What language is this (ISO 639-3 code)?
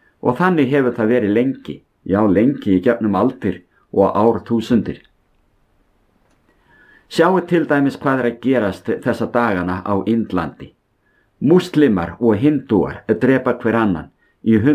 isl